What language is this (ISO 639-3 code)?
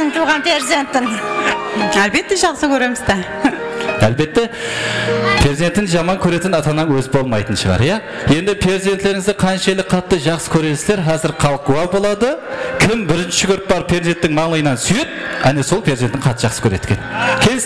kaa